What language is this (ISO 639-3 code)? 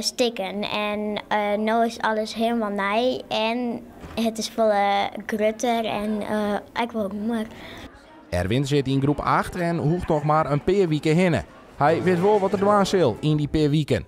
fry